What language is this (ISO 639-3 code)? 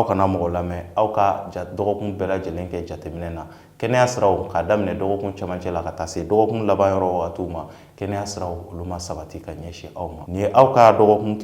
bam